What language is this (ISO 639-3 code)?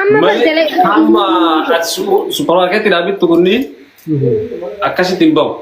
orm